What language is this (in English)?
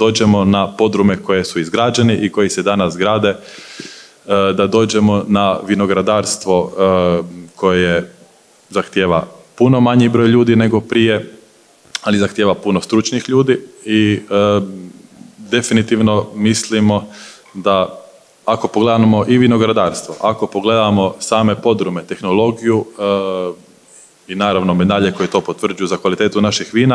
Croatian